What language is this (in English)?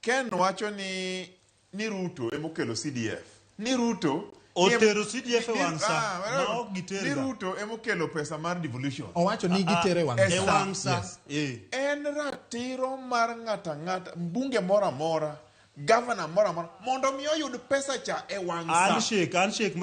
Luo (Kenya and Tanzania)